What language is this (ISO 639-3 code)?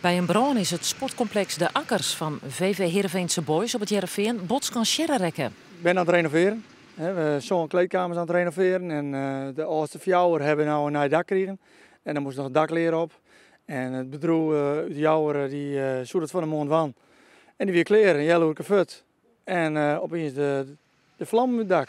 fry